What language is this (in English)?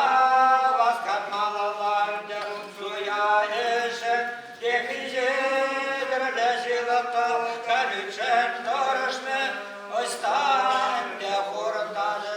Chuvash